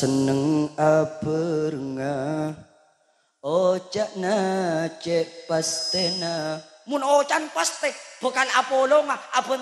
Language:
Madurese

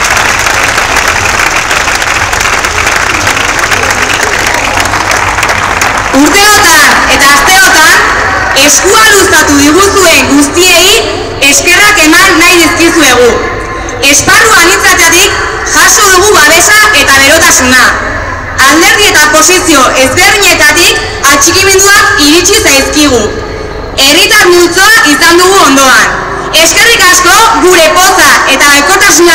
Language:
Basque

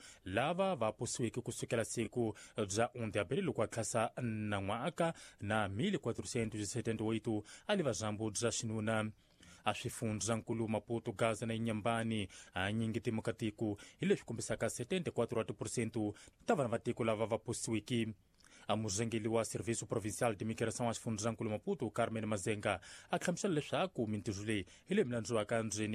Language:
Tsonga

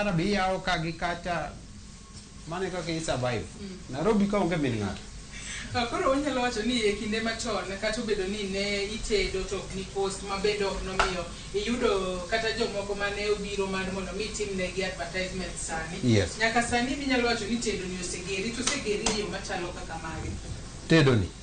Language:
Luo (Kenya and Tanzania)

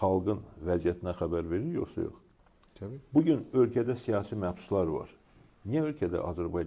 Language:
Azerbaijani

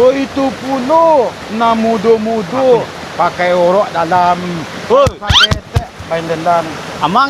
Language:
Minangkabau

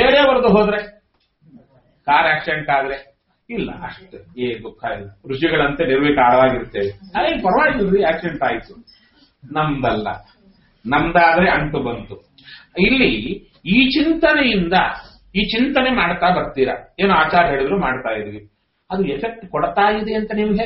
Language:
Kannada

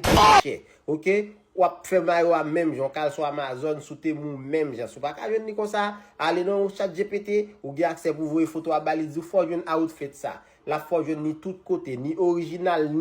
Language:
Haitian Creole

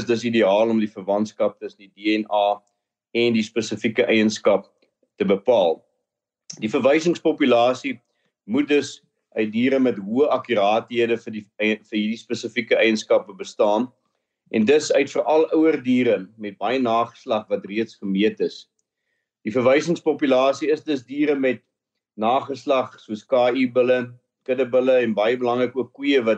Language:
Afrikaans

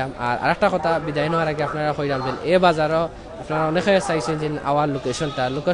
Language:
Sylheti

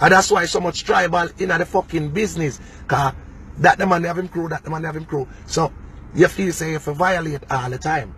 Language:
Jamaican Creole English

